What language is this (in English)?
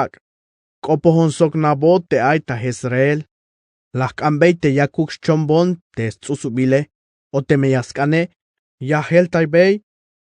Tzeltal